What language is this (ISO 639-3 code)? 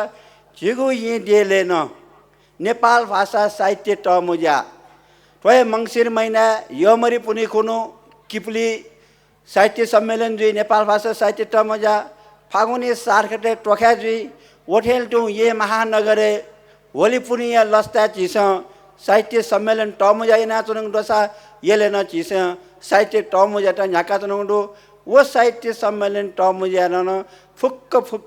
new